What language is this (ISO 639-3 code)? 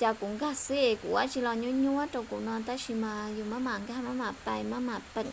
hmn